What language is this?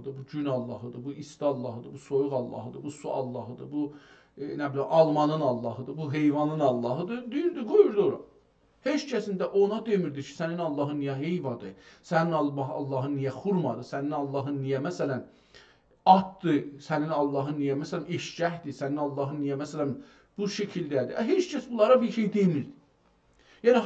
South Azerbaijani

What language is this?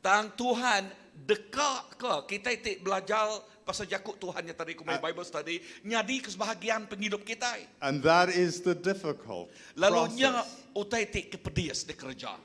Iban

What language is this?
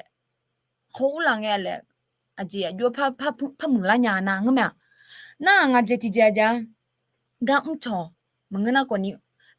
Akha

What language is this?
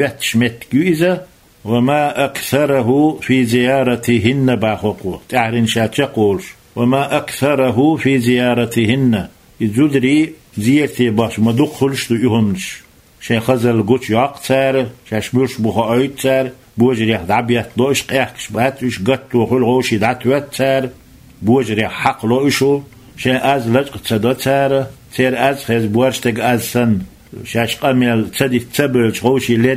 Chechen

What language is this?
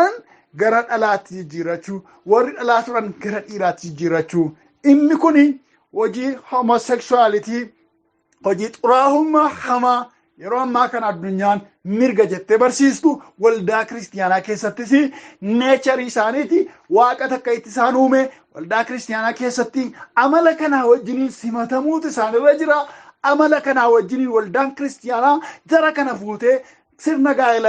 Oromo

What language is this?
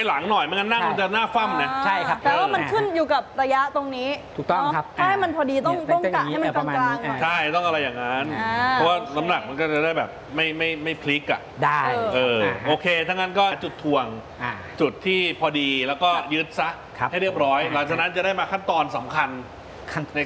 Thai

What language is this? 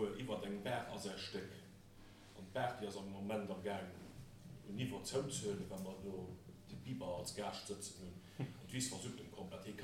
Luxembourgish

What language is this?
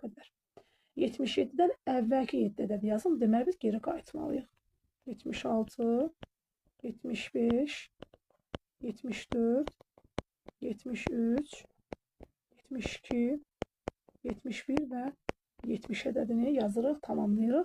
Azerbaijani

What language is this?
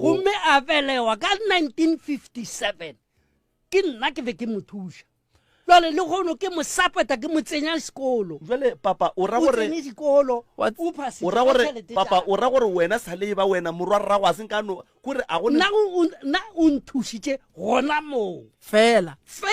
Northern Sotho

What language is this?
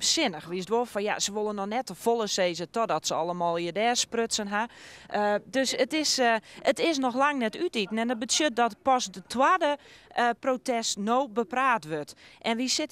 Western Frisian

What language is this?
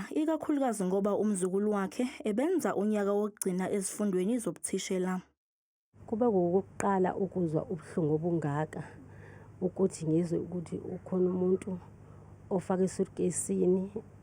Zulu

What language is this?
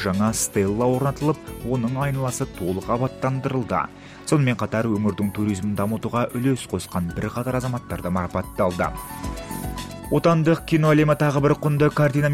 Kazakh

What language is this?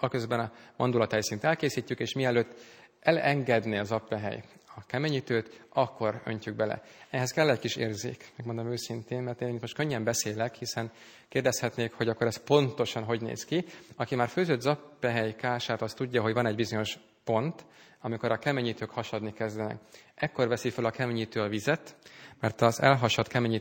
Hungarian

